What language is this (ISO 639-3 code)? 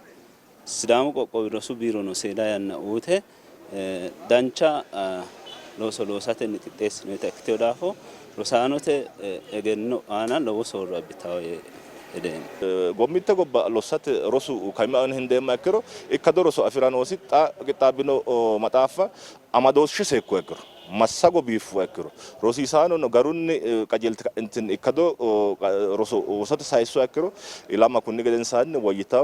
sid